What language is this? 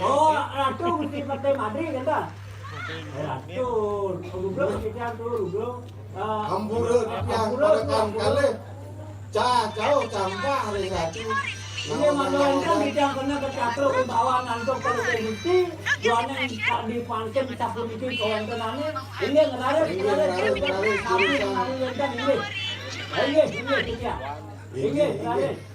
Balinese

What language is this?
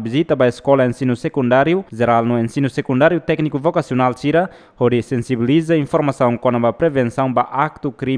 Tetum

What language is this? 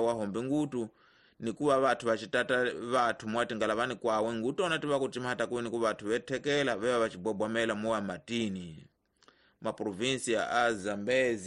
Tsonga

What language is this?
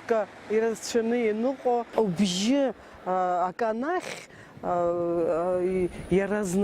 Abkhazian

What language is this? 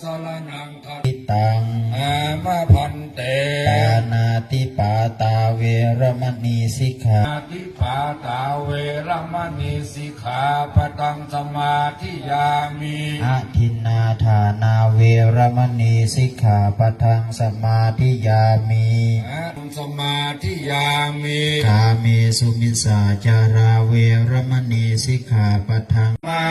Pali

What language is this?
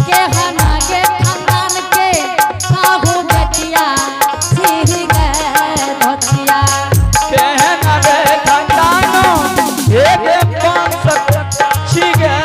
Angika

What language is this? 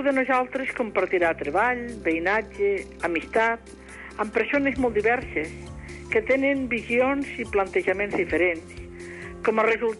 Catalan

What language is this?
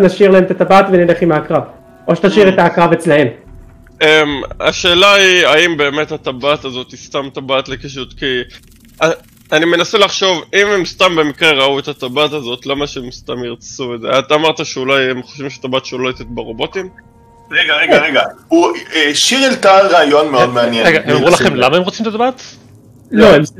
Hebrew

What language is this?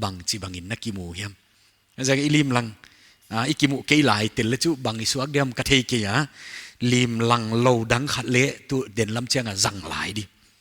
Paite Chin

